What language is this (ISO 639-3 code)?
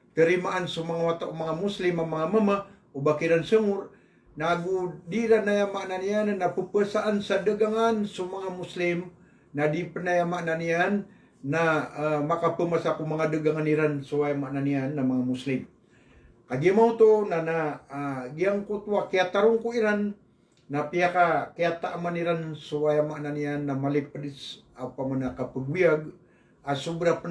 mrw